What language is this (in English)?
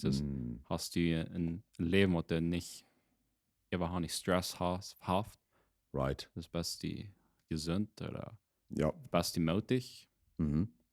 Plautdietsch